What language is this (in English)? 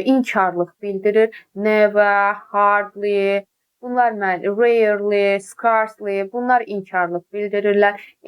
Azerbaijani